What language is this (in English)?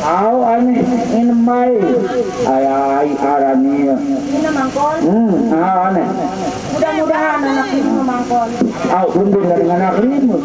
Sasak